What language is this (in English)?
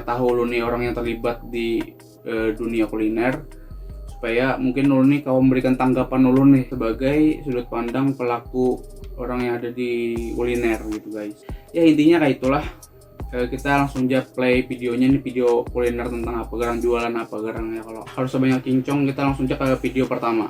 Banjar